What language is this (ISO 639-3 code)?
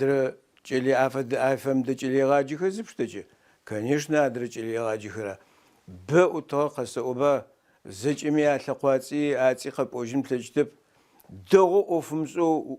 ady